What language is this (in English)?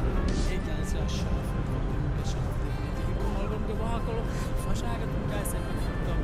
Divehi